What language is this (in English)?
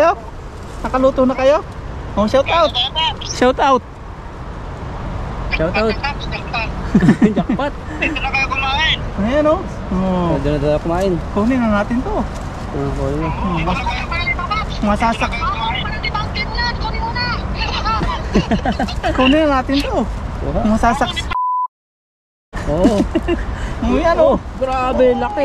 Filipino